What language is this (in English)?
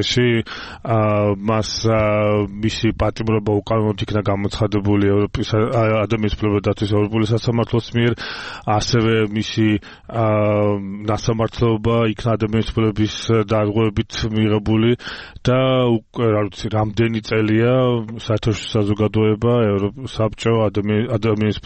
Georgian